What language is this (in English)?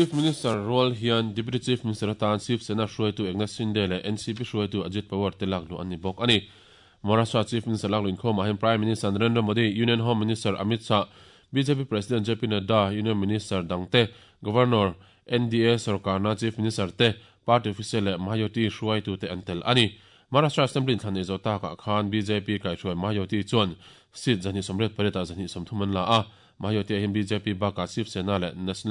Mizo